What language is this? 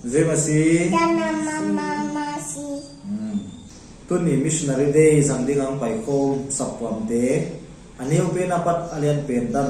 Paite Chin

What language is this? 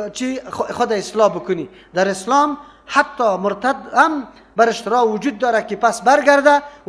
Persian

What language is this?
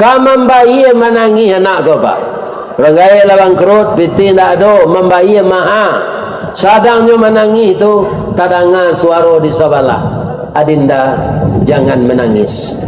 Minangkabau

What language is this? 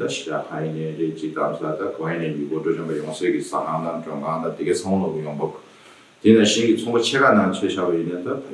Tibetan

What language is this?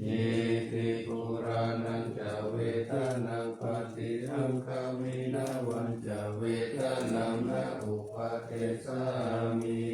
Pali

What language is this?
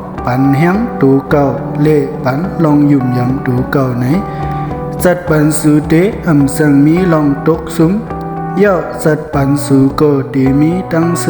Shan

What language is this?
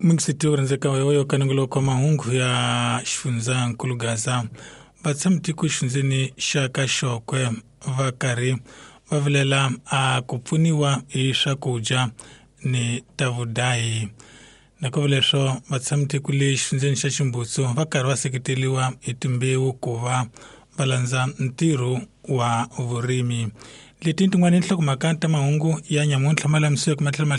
Tsonga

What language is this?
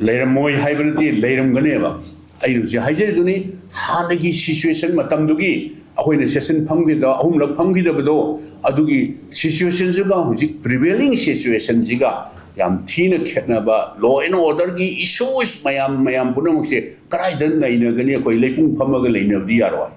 Manipuri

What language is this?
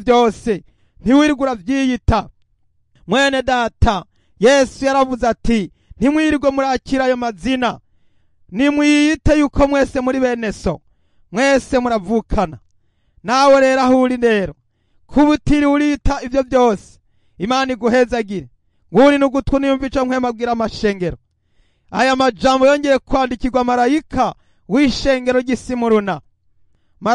Rundi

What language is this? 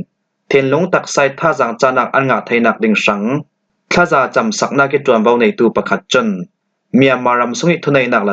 Falam Chin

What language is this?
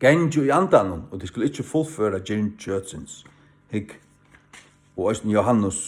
Faroese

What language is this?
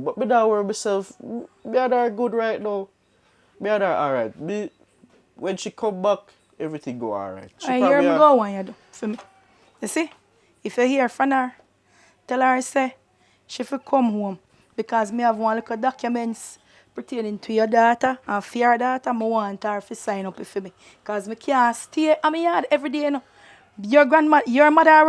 Jamaican Creole English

